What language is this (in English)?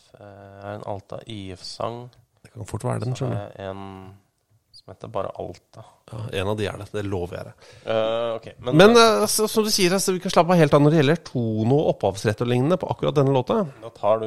Norwegian